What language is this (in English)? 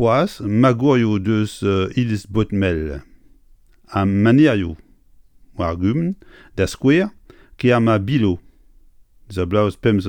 Breton